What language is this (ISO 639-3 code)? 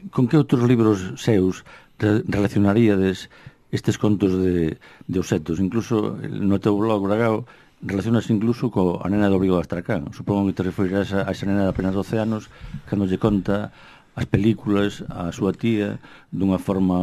glg